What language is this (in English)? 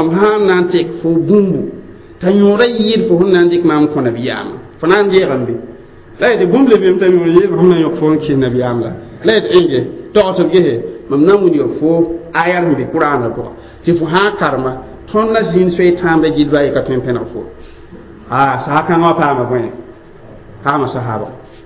Mossi